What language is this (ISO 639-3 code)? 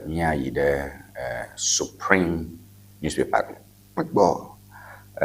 ewe